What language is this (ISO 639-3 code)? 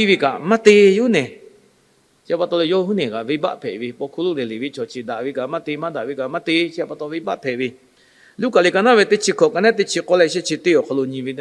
lhu